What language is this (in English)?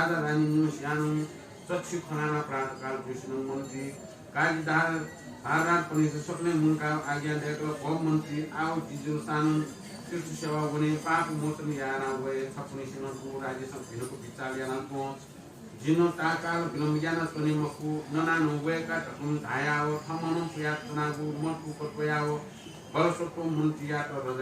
Newari